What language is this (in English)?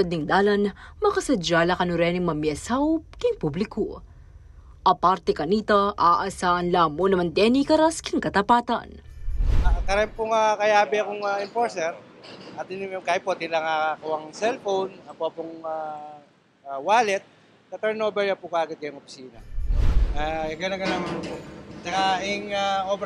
Pampanga